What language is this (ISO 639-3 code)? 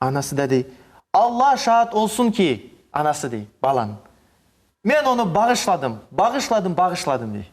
crh